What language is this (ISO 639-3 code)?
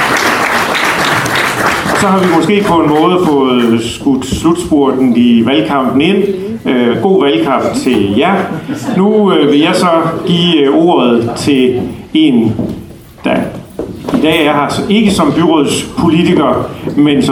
dan